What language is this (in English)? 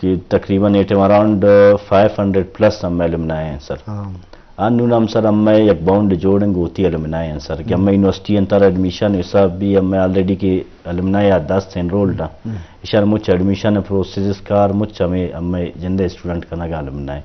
Eastern Balochi